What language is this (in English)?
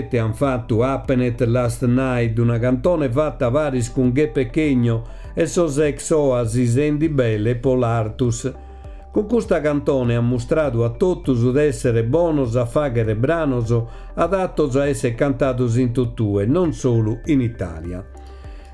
Sardinian